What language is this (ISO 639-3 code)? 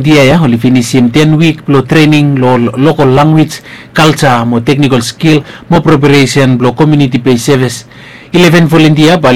bis